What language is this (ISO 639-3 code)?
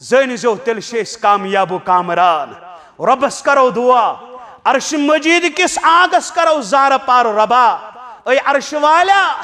kas